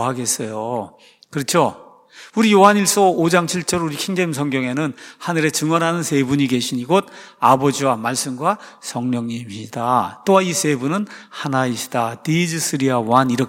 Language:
Korean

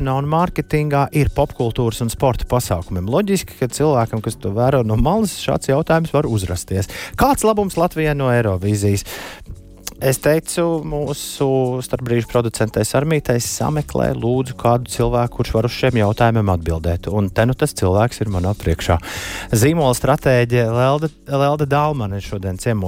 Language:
Latvian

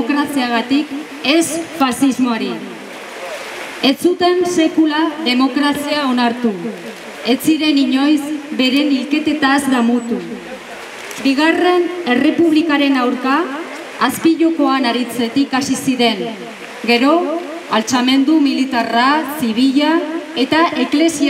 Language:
Basque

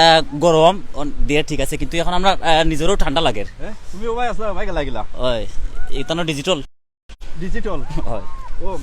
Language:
Sylheti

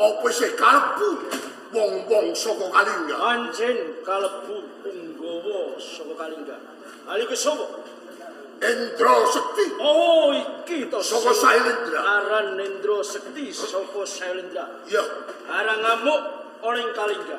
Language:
Javanese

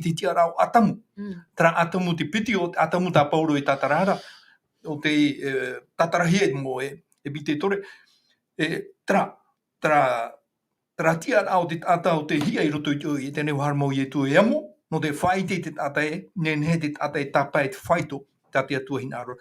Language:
Tahitian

